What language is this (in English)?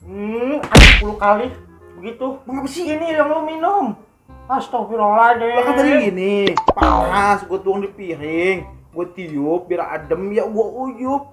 Betawi